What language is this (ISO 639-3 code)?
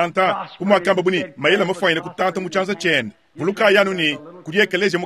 lua